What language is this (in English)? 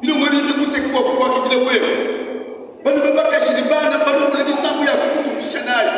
Luba-Lulua